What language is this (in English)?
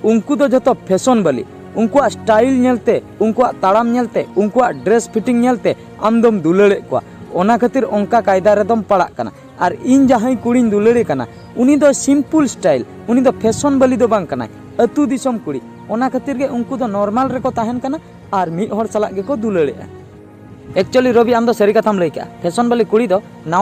Santali